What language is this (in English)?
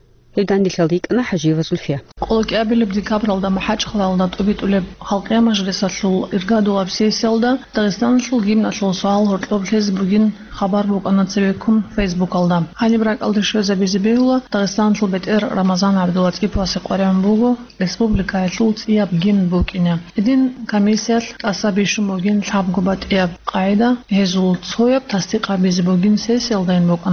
Avaric